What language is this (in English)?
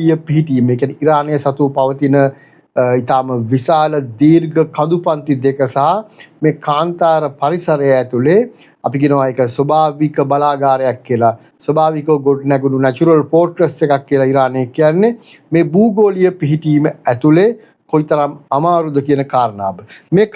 Sinhala